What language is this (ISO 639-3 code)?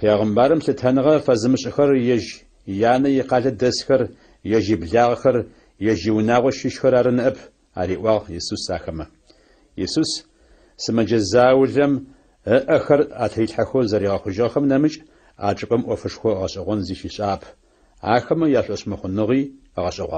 ady